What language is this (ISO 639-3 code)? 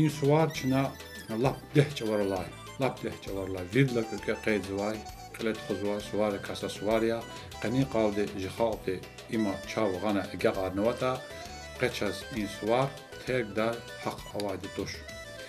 lez